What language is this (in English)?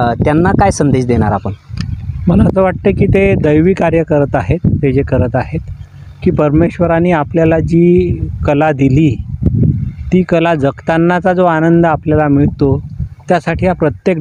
Marathi